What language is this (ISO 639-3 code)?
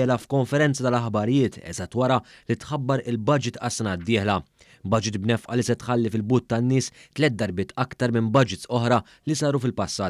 mlt